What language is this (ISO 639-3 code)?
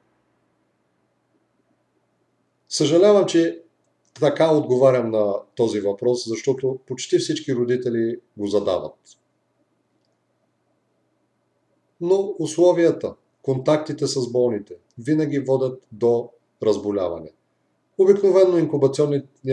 bul